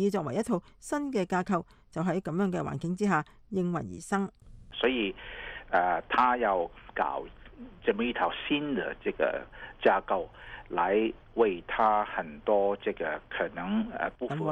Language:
Cantonese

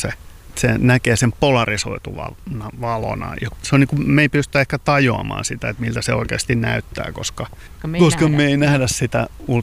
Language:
Finnish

